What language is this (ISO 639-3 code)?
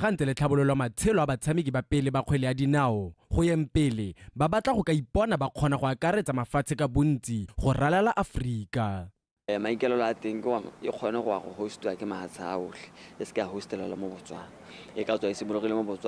tsn